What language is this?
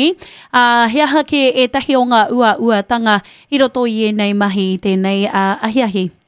Māori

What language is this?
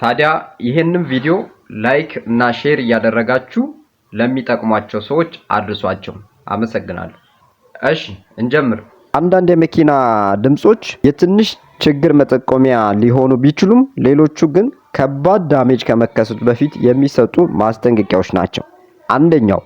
Amharic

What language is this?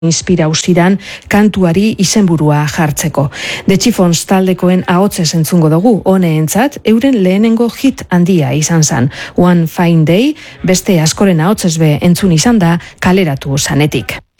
Basque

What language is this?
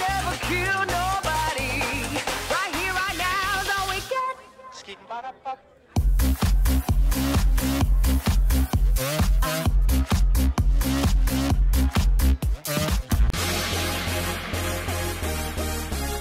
English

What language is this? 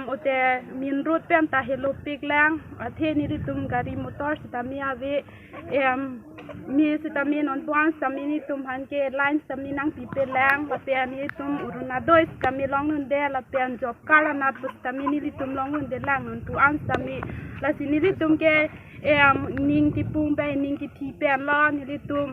Karbi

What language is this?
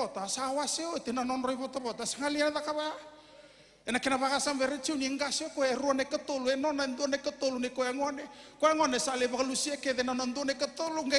Fijian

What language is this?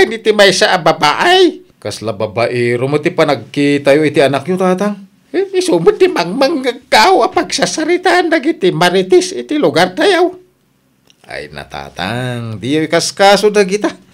Iloko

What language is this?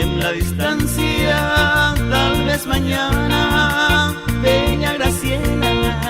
Guarani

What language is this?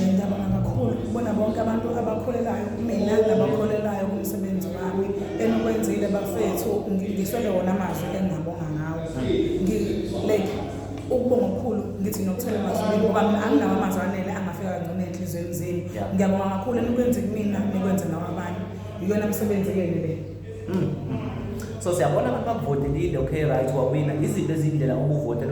Zulu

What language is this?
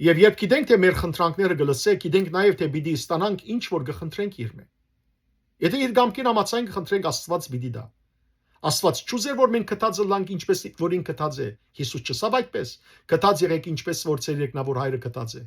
Western Armenian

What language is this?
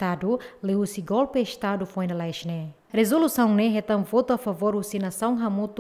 Tetum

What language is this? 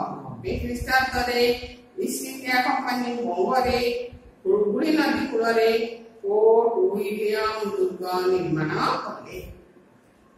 Odia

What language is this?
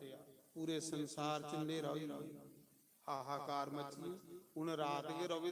Dogri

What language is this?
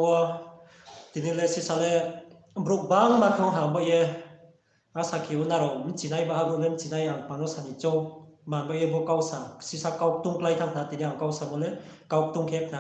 Riang (India)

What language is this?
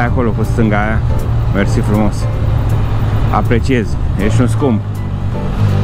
Romanian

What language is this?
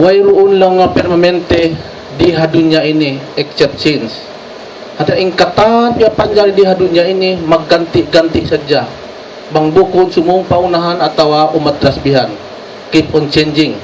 Tausug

